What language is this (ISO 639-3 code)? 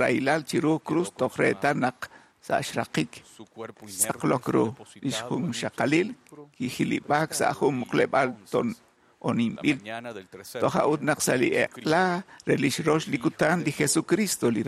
kek